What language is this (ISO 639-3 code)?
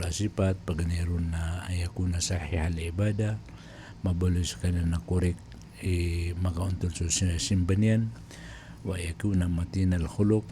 mrw